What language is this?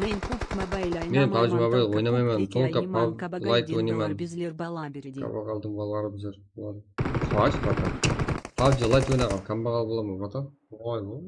Kara-Kalpak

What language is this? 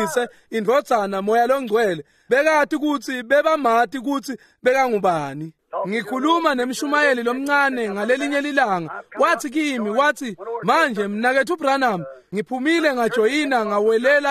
Swati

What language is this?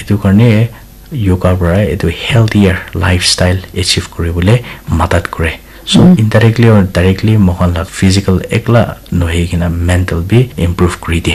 Naga Pidgin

